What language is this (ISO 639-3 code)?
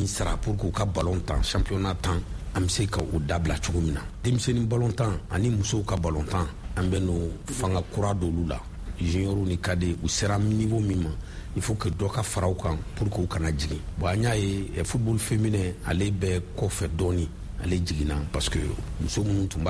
bam